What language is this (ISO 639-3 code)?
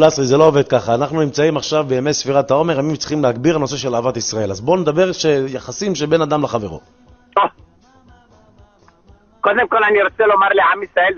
heb